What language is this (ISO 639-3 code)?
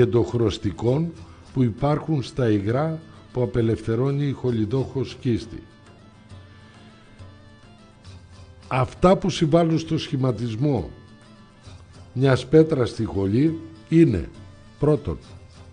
ell